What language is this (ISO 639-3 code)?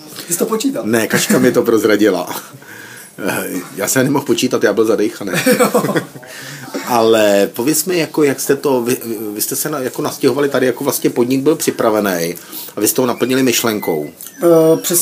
ces